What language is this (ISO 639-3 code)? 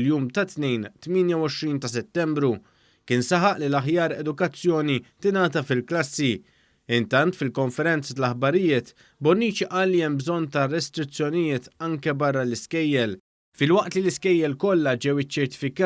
mlt